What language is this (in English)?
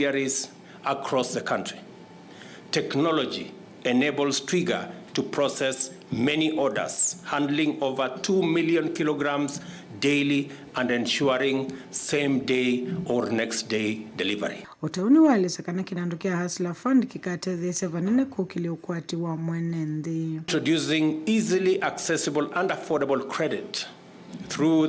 Kamba